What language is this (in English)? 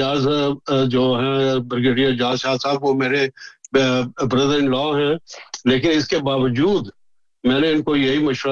Urdu